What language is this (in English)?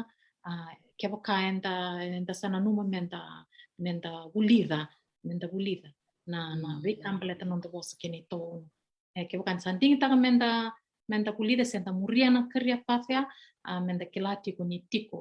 Fijian